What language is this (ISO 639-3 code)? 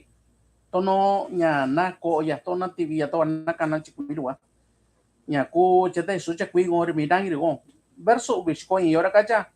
mix